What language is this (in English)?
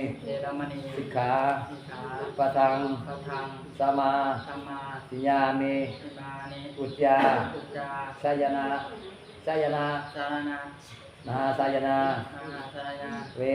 Pali